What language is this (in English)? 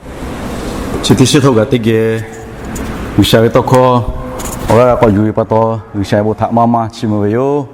Lahu